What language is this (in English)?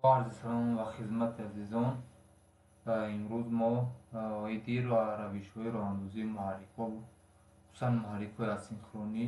Tajik